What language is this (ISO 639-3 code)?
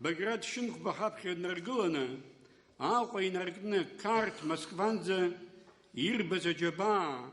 abk